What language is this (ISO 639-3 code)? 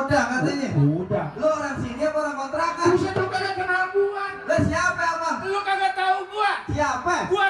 bew